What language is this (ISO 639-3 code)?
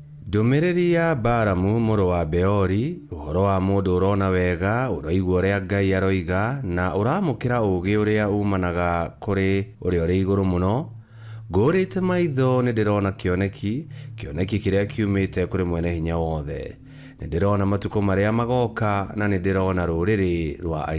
kik